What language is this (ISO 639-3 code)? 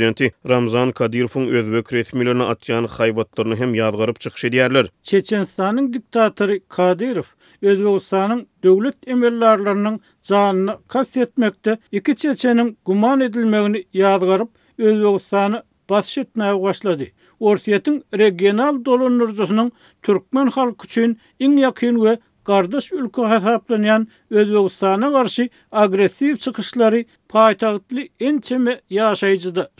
tuk